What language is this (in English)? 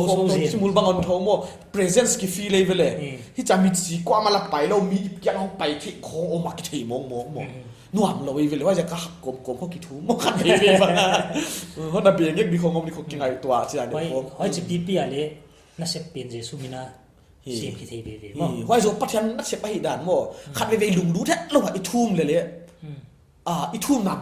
Paite Chin